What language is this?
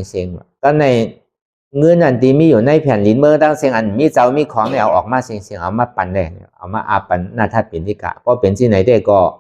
Shan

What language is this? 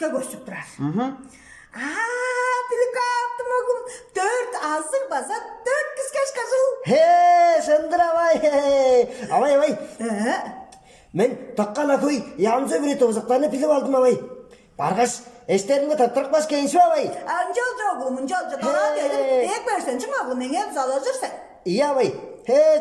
Tuvinian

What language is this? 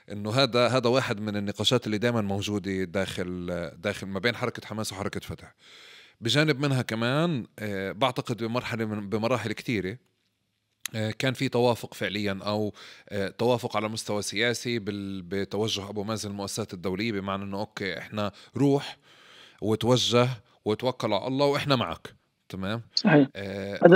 North Levantine Arabic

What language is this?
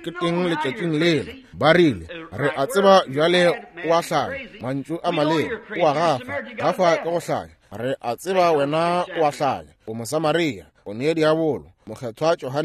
Northern Sotho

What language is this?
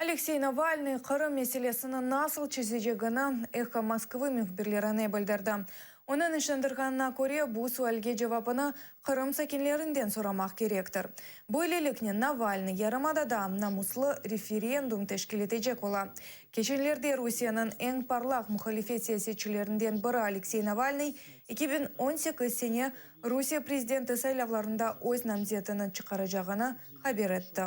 Crimean Tatar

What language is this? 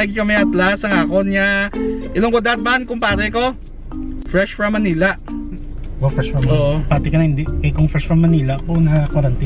Hiligaynon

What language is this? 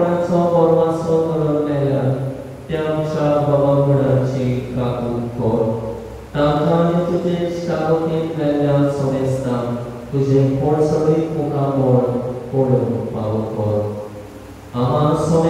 Konkani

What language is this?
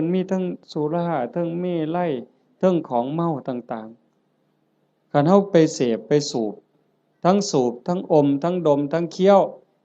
Northeastern Thai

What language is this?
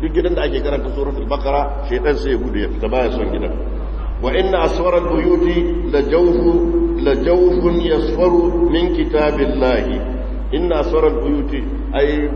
Hausa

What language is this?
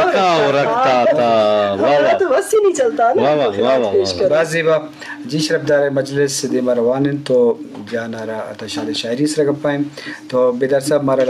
Eastern Balochi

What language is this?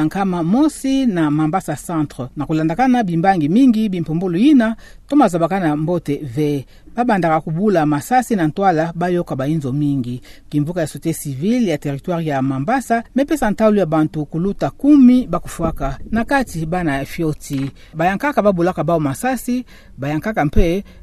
Kituba (Democratic Republic of Congo)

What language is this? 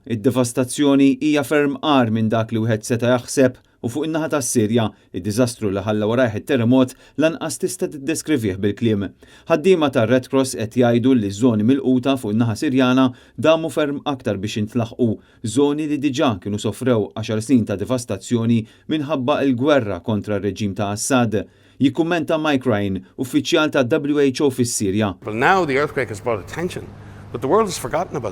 Maltese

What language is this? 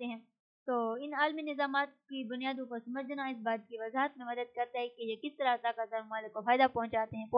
Urdu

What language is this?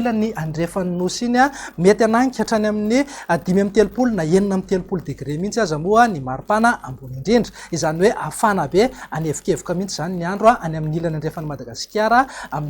Malagasy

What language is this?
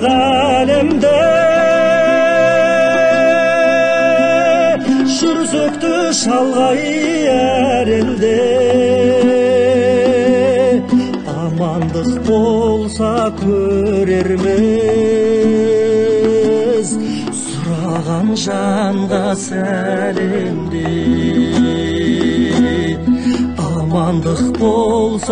Kazakh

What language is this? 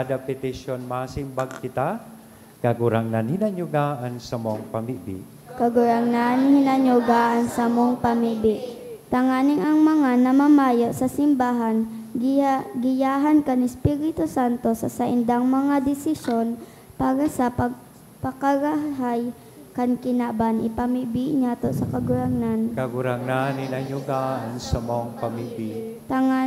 Bikol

